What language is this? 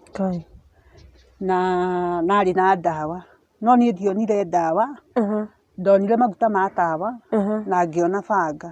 Kikuyu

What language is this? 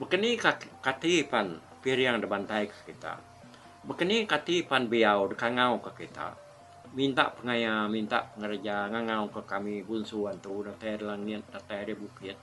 Iban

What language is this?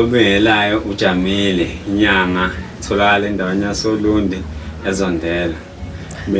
Zulu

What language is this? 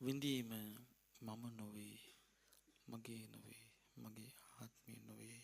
Sinhala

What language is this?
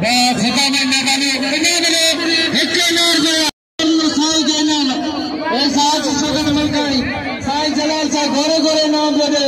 Sindhi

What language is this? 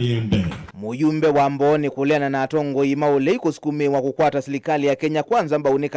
Kamba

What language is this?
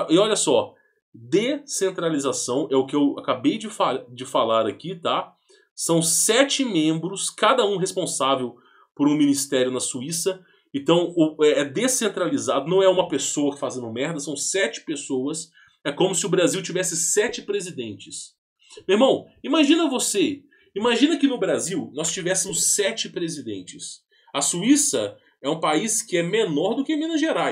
Portuguese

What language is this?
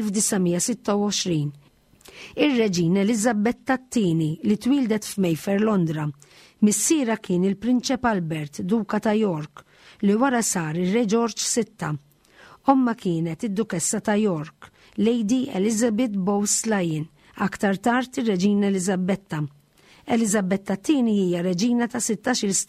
Maltese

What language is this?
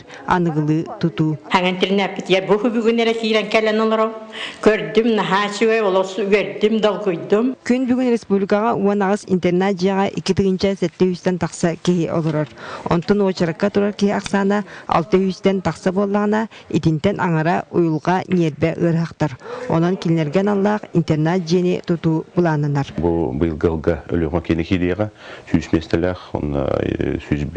Yakut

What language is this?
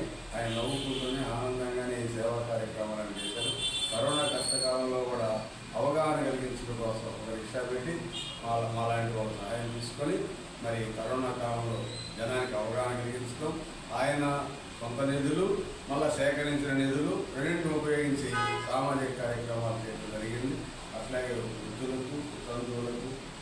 Telugu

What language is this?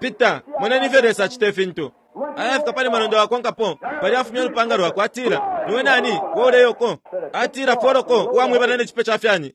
Bemba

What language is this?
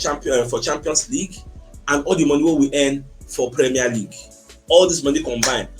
Nigerian Pidgin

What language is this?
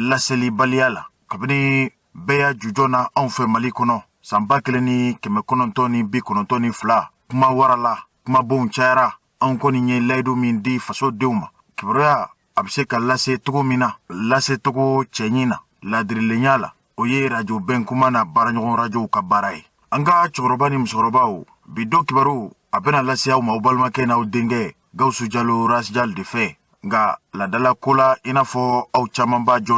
Bambara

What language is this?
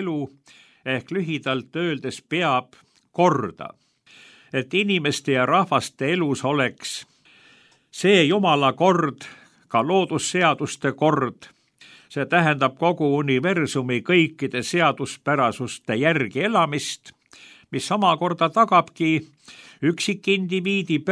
Estonian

